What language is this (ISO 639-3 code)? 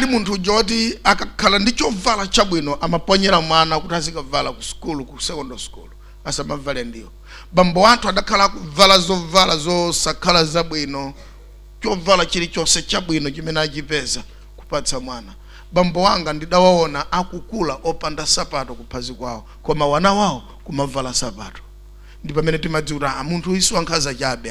nya